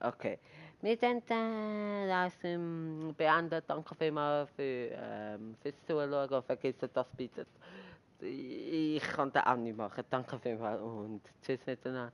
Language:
Swiss German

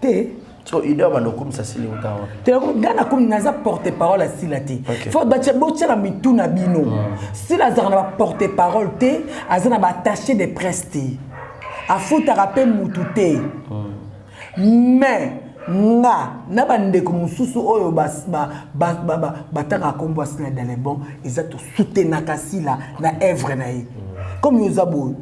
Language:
Lingala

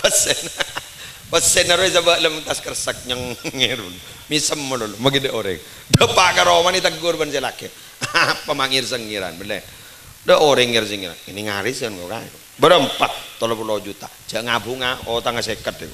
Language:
Madurese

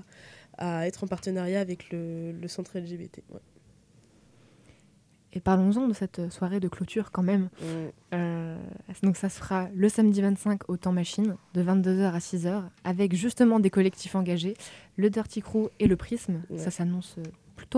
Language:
French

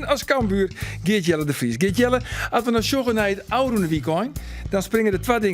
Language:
Western Frisian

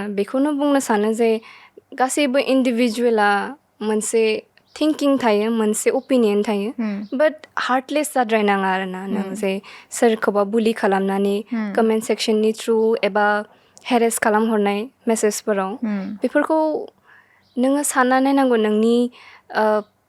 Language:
Bodo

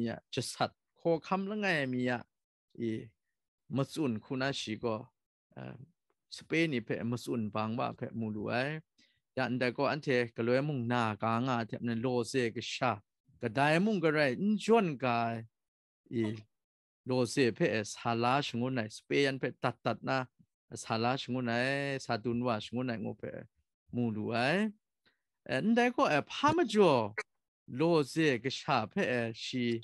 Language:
Kachin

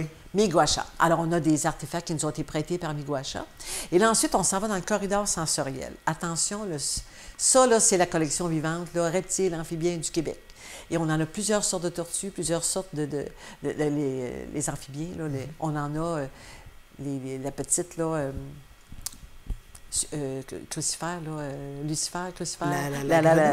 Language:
French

